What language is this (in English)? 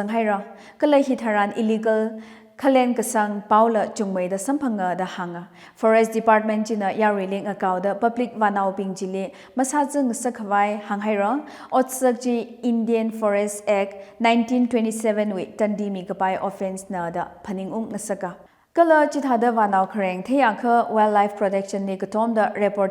Tangkhul Naga (India)